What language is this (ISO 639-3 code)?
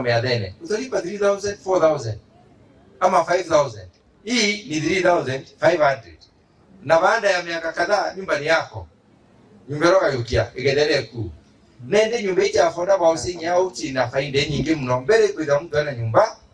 mer